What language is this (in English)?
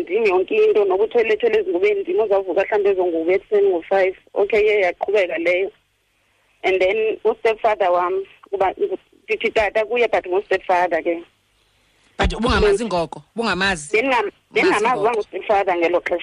Xhosa